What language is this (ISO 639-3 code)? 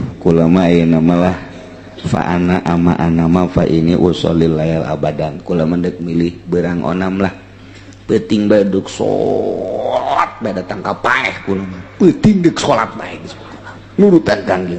sun